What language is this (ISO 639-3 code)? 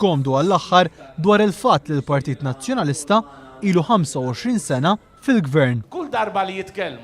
mlt